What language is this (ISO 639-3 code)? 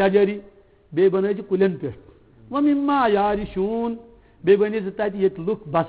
kas